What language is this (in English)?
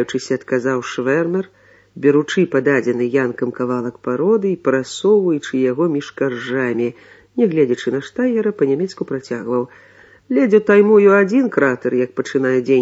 Belarusian